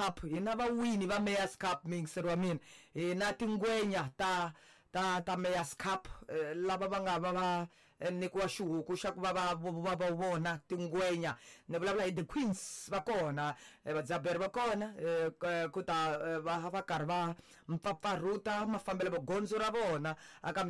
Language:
Tsonga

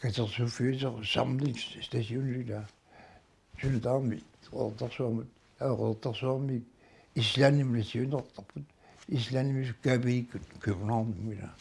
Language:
Kalaallisut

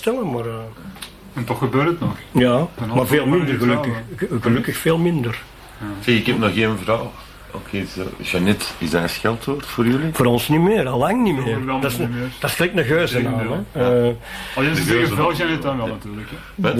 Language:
Dutch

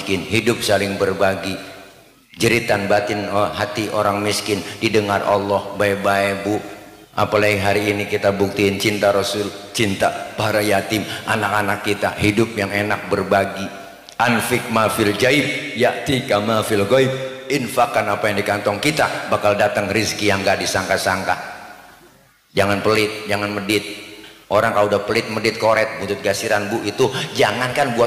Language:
Betawi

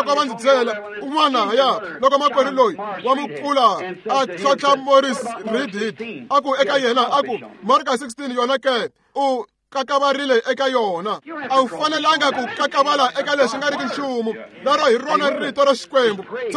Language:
Tsonga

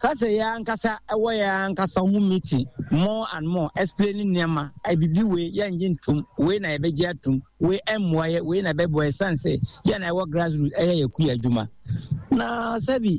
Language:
Akan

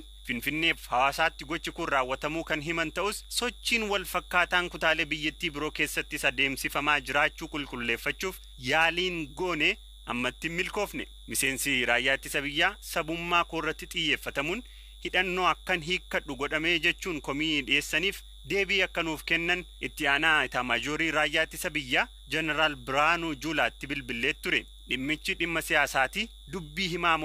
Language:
Oromo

